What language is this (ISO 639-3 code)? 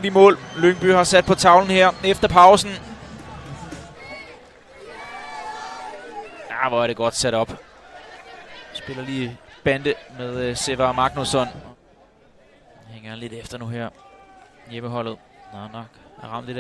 dan